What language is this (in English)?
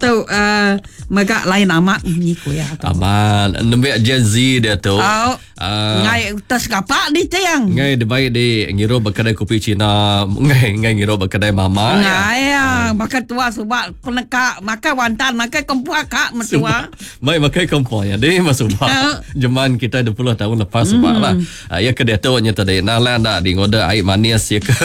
Iban